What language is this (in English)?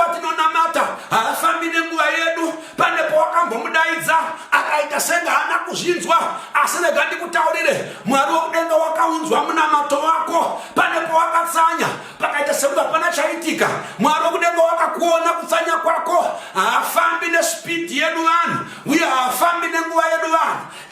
Shona